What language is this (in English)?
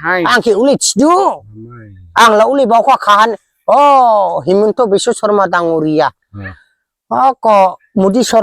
Dimasa